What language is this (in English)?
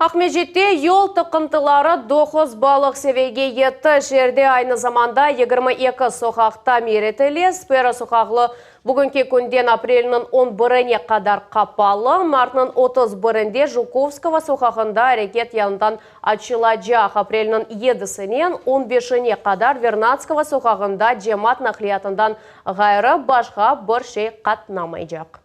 Crimean Tatar